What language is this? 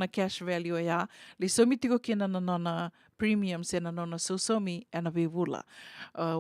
Fijian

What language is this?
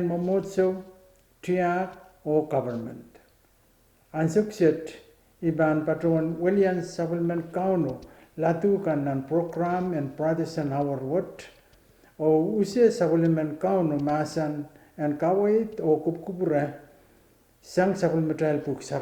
Pohnpeian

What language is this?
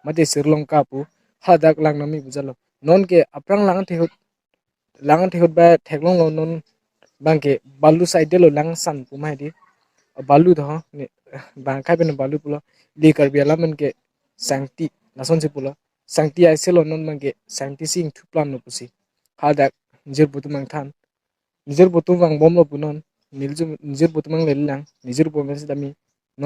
Karbi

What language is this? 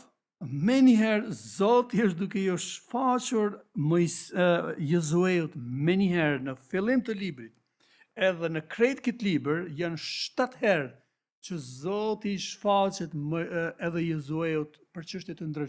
Albanian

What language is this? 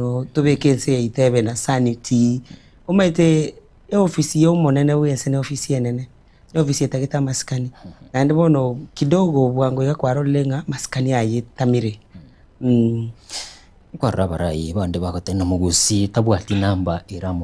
Gusii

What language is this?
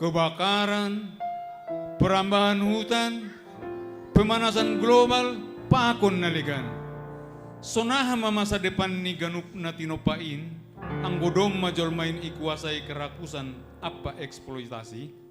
Batak Simalungun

